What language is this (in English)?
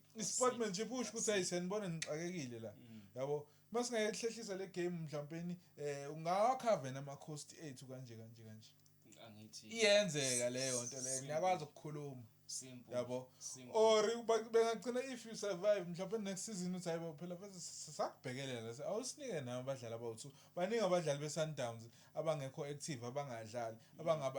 Zulu